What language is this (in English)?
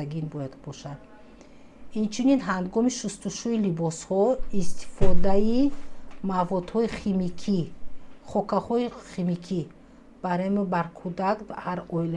Tajik